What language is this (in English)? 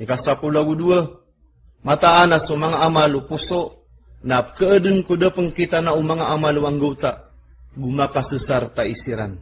Maranao